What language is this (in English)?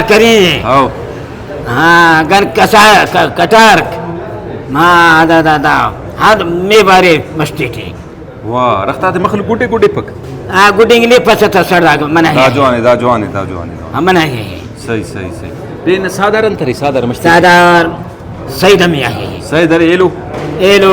Brahui